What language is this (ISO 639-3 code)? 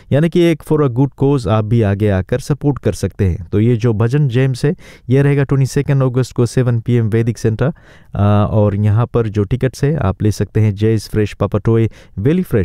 hin